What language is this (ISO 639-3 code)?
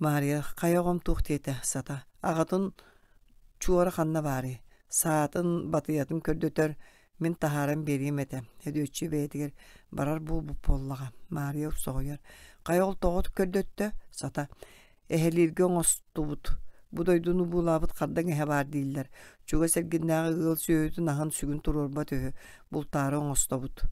sah